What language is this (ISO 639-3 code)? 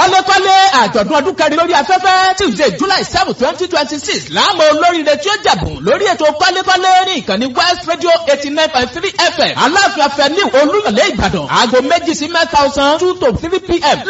yor